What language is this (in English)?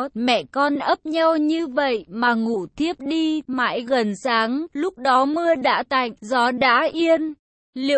Vietnamese